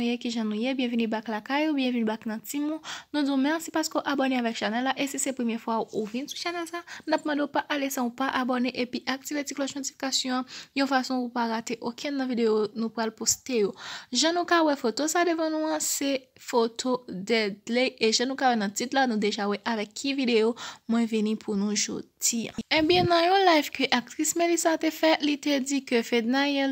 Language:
Haitian Creole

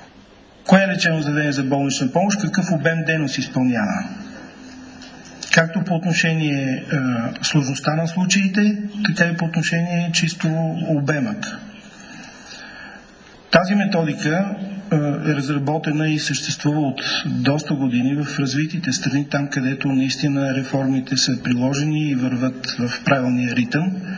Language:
Bulgarian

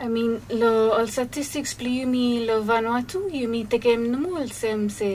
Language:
Bislama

